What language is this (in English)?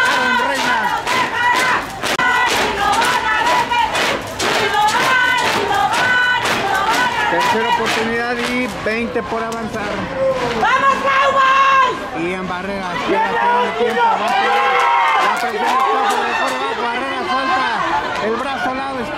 Spanish